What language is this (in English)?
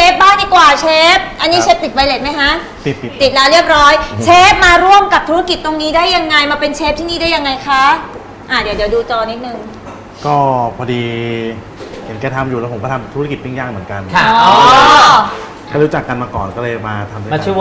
Thai